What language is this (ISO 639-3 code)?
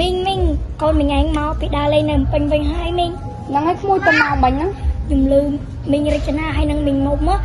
khm